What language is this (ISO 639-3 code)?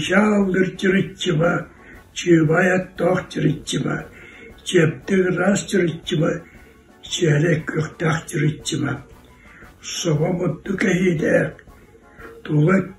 sah